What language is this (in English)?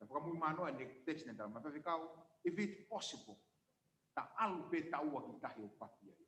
Tongan